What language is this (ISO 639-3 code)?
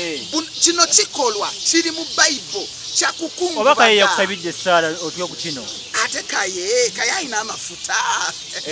lug